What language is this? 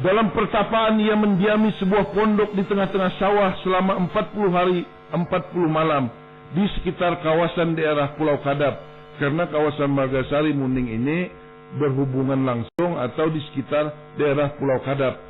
Banjar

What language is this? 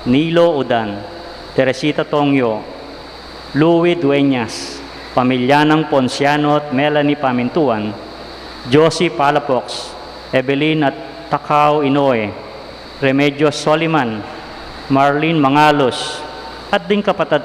Pampanga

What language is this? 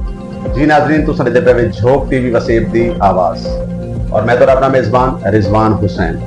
Saraiki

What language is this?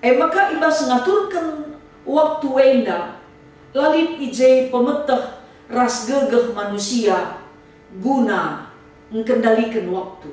Batak Karo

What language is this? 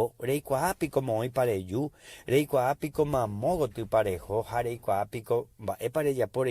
Guarani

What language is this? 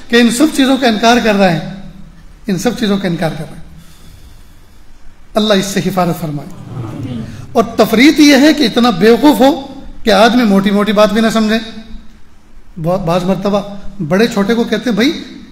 Urdu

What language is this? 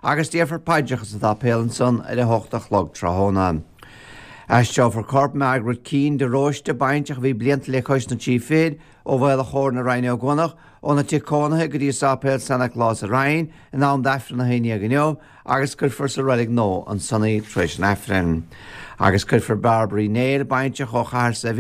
Irish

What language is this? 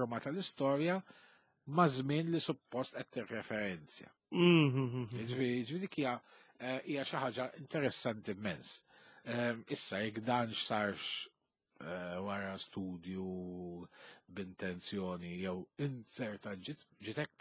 Maltese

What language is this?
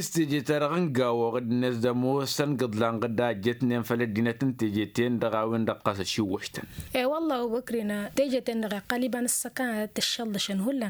Tamasheq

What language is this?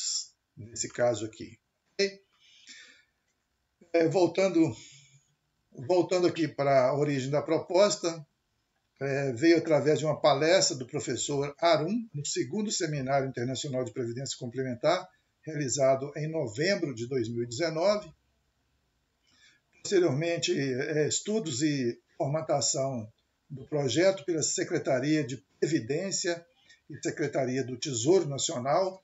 Portuguese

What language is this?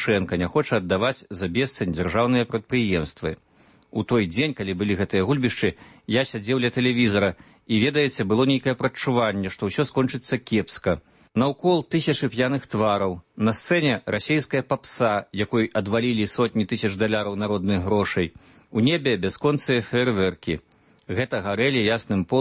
Belarusian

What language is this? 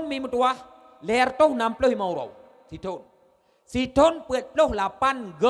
Achinese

